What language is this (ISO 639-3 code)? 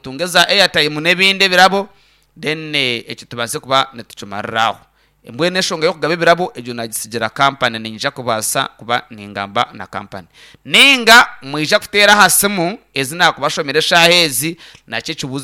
nyn